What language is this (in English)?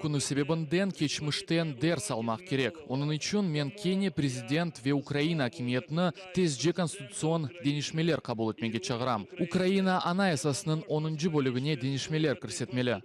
Crimean Tatar